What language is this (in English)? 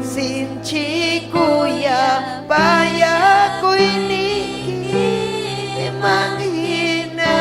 Ayacucho Quechua